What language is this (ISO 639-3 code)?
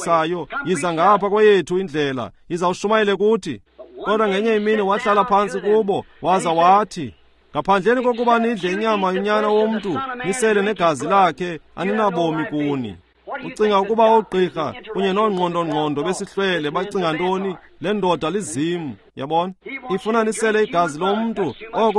xho